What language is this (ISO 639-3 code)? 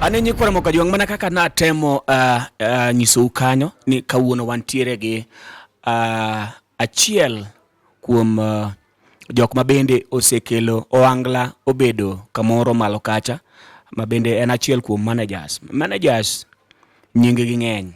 luo